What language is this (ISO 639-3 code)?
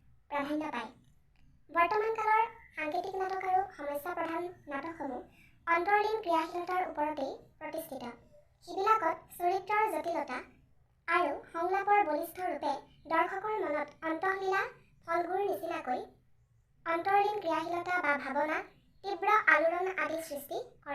asm